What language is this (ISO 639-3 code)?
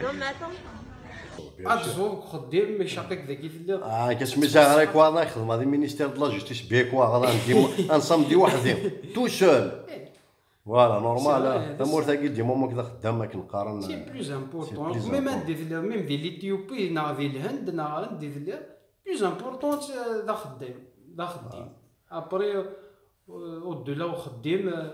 kab